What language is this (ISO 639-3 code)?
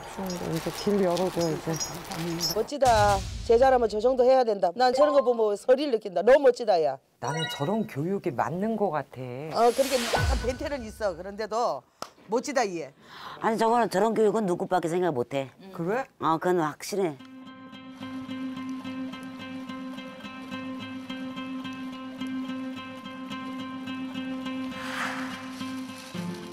kor